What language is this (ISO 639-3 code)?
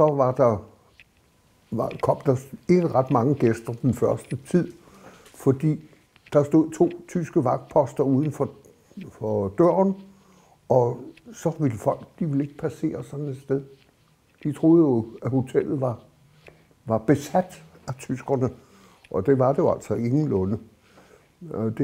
dan